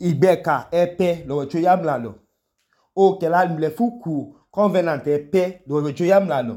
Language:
Idoma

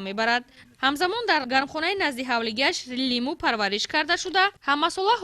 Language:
Tajik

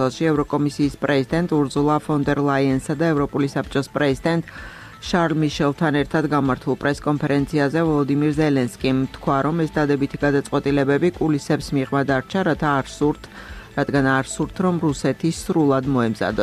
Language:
Georgian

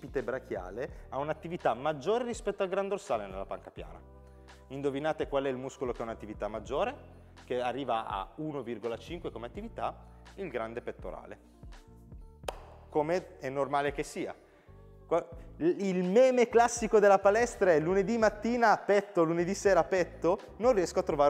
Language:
Italian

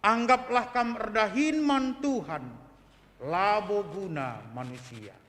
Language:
Batak Karo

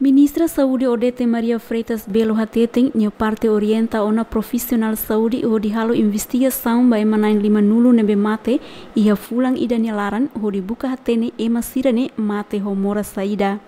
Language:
Tetum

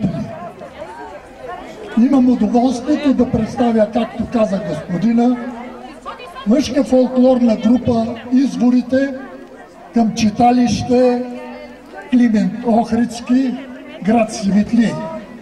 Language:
Bulgarian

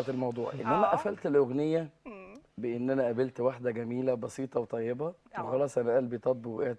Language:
Egyptian Arabic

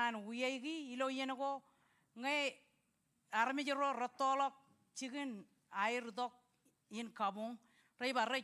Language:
Marshallese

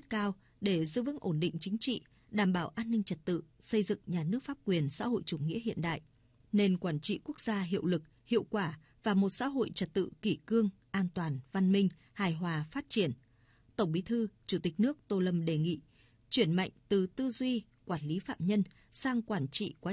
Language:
Vietnamese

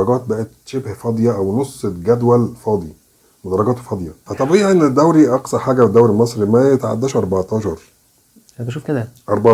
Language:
Egyptian Arabic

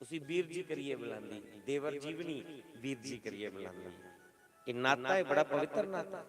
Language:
Dogri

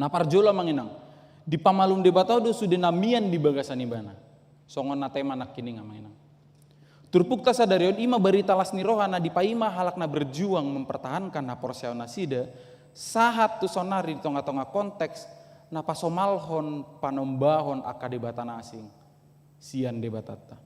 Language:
Batak Toba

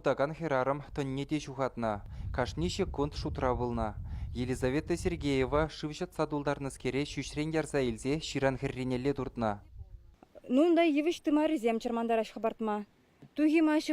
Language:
Chuvash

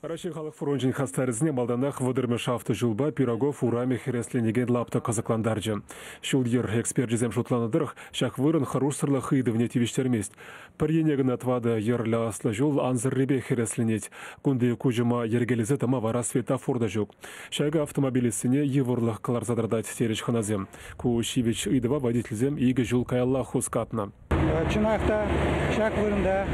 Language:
Chuvash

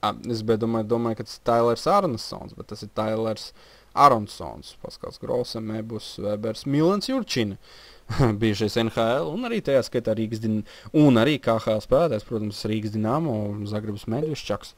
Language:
Latvian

